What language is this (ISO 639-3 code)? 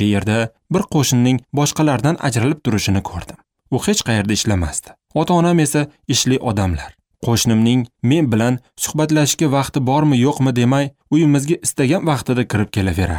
uzb